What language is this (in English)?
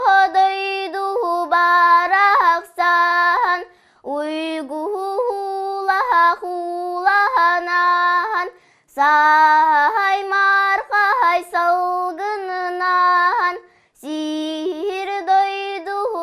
Yakut